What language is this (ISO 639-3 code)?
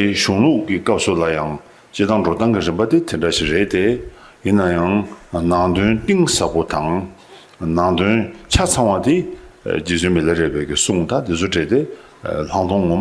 bod